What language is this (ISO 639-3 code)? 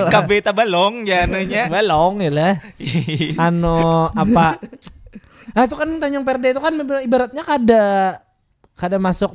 bjn